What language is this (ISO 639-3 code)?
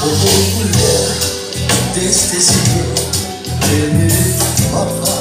crh